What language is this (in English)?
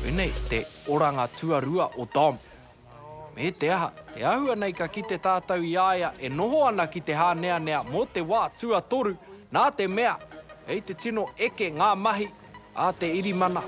Māori